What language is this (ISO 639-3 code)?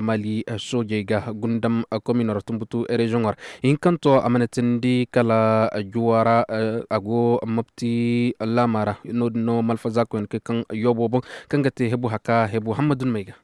ses